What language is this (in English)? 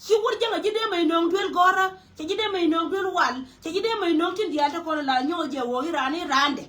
Nuer